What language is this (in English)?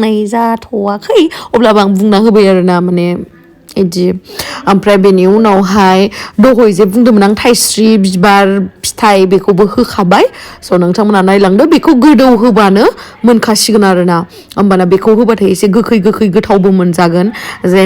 Bodo